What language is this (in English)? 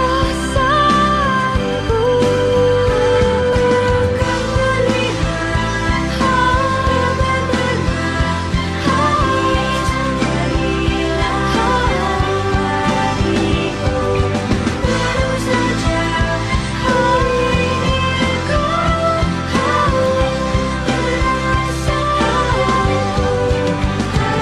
Indonesian